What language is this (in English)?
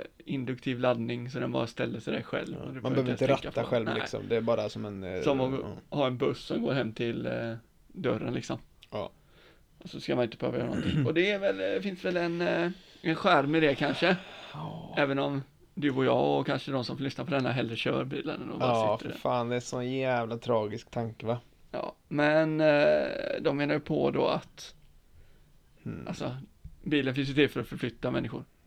Swedish